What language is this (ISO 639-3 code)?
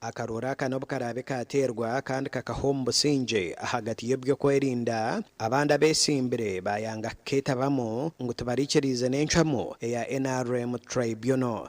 nyn